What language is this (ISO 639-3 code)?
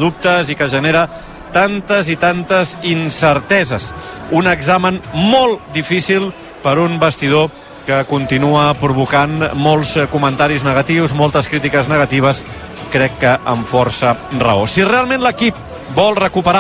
cat